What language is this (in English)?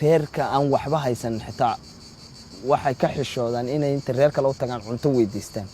Somali